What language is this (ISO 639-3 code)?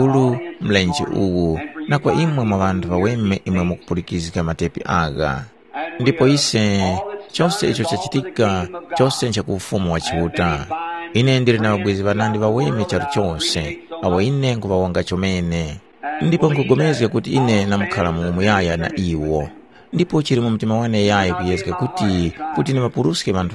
tum